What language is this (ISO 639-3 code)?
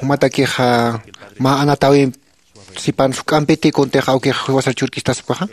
aym